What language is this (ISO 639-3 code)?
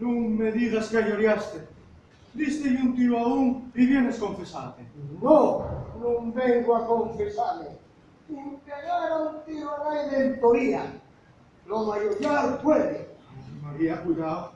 ast